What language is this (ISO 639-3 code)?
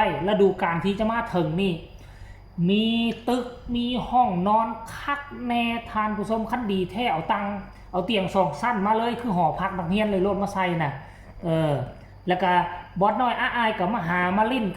tts